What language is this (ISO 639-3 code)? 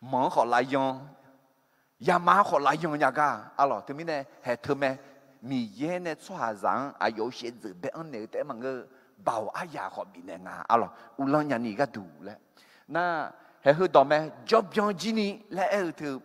ahk